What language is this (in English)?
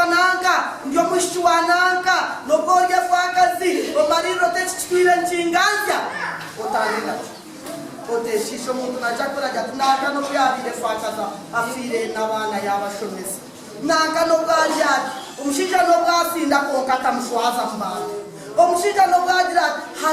Nyankole